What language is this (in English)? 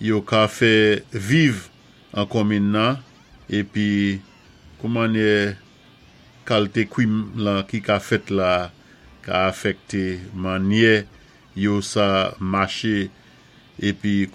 Saint Lucian Creole French